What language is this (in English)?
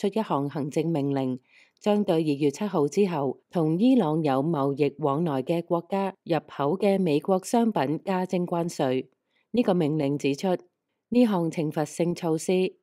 Cantonese